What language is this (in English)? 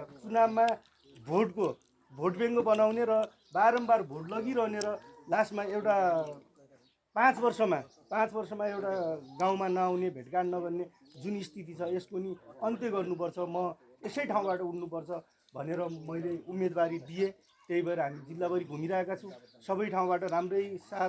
Nepali